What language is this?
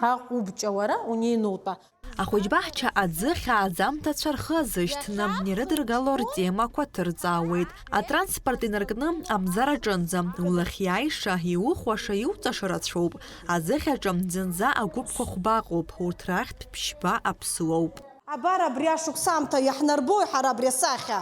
Abkhazian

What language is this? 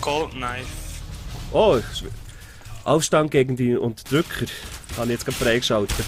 Swiss German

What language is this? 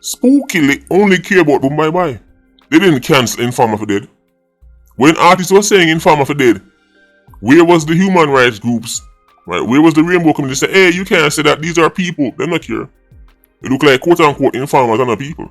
Jamaican Creole English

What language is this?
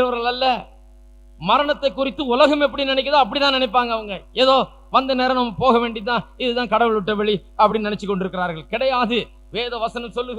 Tamil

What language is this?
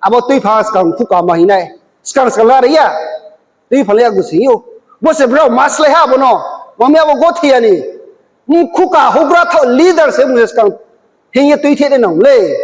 Riang (India)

